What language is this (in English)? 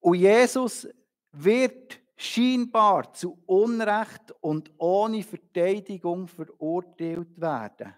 Swiss German